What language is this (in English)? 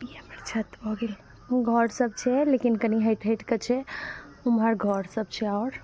Maithili